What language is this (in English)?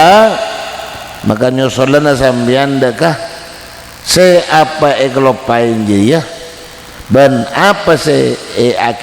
Madurese